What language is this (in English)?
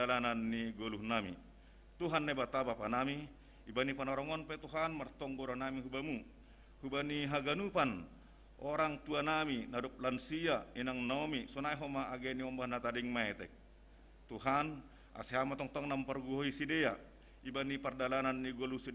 Batak Simalungun